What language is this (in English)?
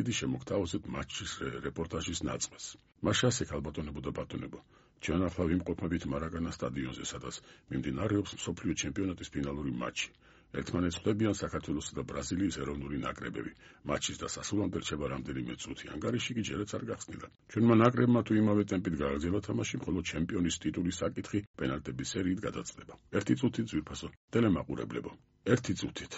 Georgian